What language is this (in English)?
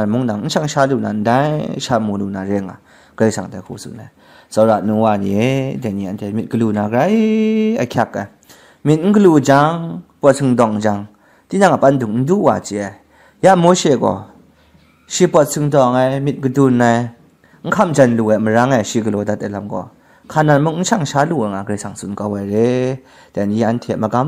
Kachin